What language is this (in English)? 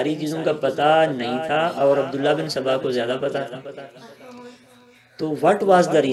Urdu